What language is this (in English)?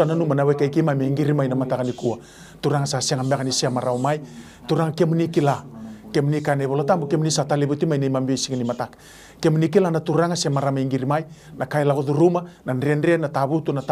Fijian